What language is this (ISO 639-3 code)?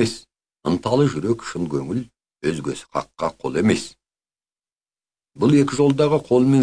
kaz